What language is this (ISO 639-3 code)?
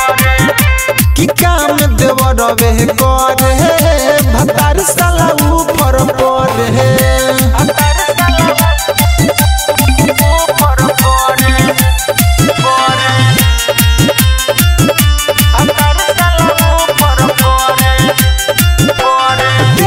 bho